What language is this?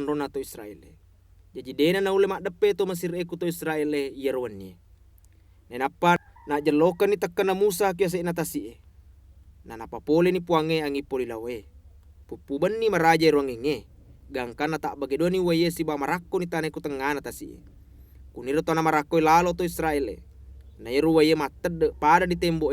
Buginese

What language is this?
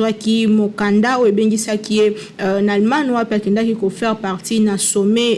Lingala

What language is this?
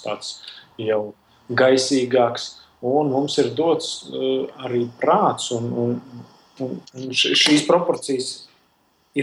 Latvian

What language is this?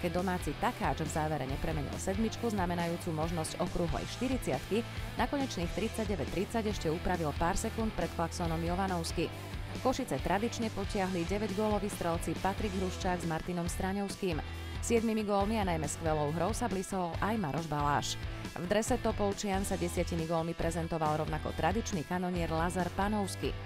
Slovak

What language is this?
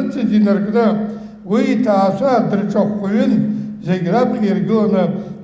Abkhazian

